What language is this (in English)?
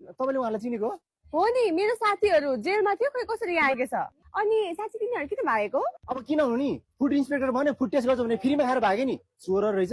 Nepali